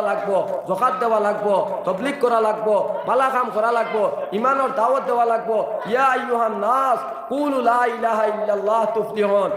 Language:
Sylheti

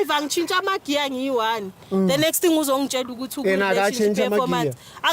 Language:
Zulu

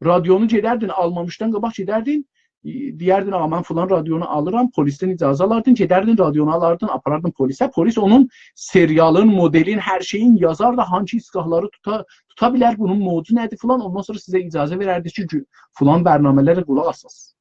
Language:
South Azerbaijani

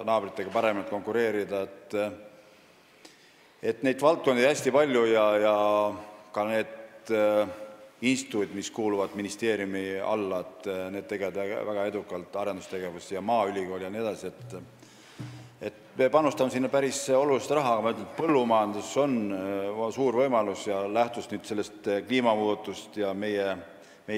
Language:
Estonian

